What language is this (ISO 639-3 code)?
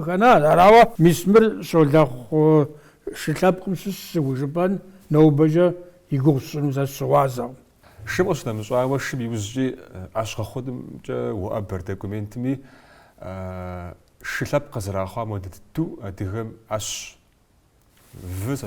kbd